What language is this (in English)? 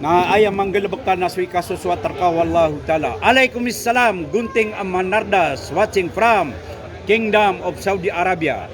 Maranao